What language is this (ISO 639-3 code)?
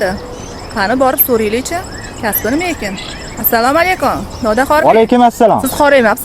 uzb